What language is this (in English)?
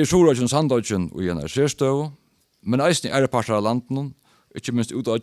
Faroese